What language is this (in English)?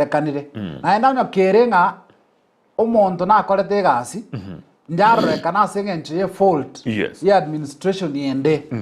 Gusii